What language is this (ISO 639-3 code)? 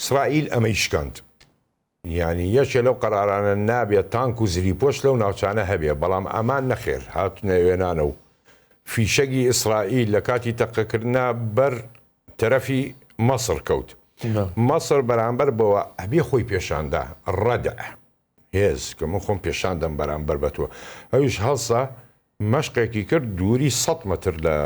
ckb